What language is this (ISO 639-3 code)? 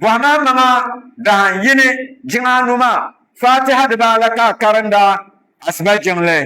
dag